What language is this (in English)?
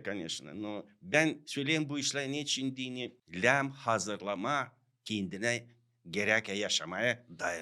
Gagauz